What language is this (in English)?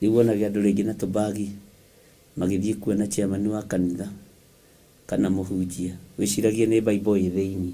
Kikuyu